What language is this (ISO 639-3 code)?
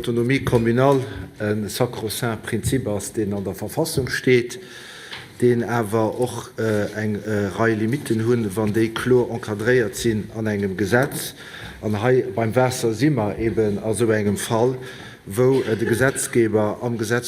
ltz